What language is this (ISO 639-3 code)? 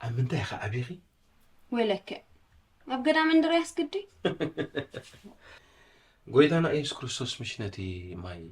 tir